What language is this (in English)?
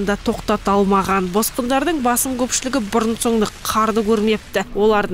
Kazakh